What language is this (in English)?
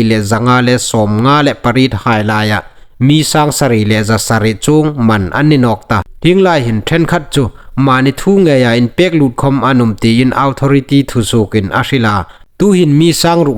Hmar